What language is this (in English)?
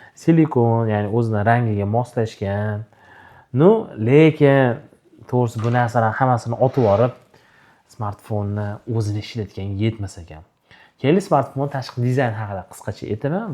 Uzbek